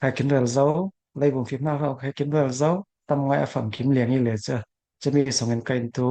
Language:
Falam Chin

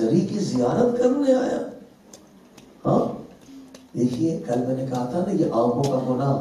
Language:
Urdu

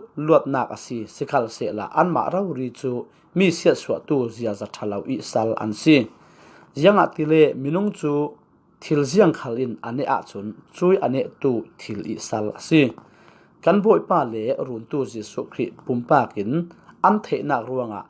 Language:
Falam Chin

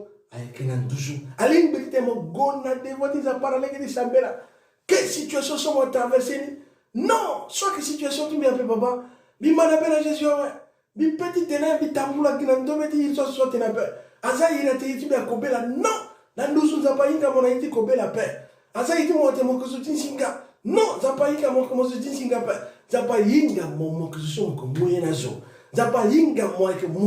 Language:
Sango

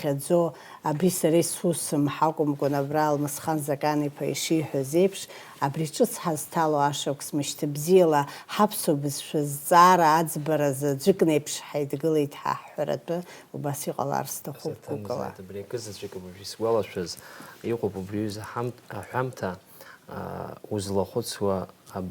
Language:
Abkhazian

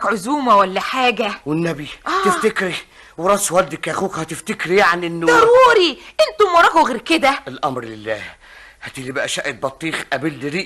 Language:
Egyptian Arabic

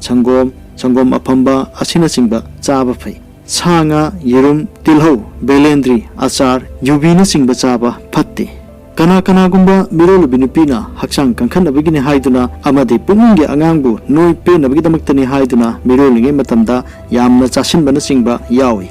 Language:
Manipuri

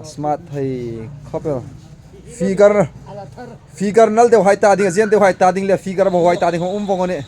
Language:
Hmar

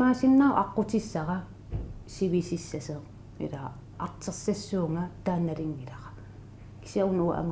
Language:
Kalaallisut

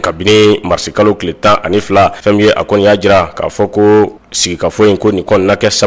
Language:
Bambara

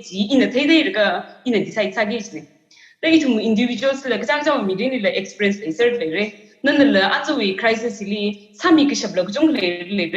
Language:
Tangkhul Naga (India)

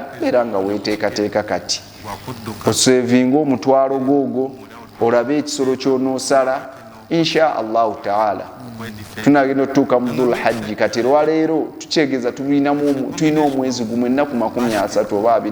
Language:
Ganda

